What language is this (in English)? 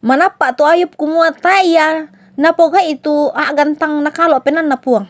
Toraja-Sa'dan